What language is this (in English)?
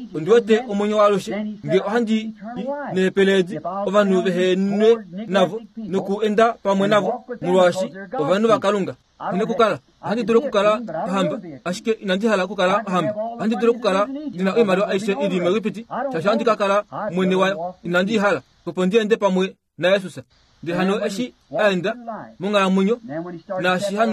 Kuanyama